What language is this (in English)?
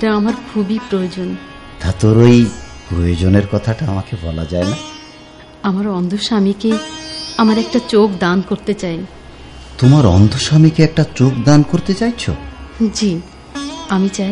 Bangla